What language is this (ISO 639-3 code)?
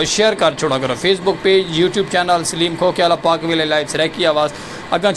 skr